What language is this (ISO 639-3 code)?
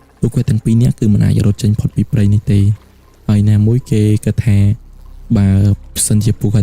khm